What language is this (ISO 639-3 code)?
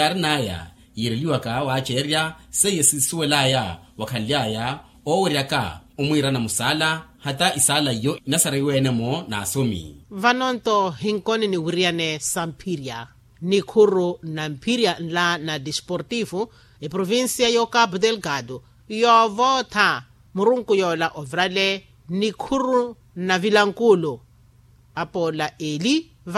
vmw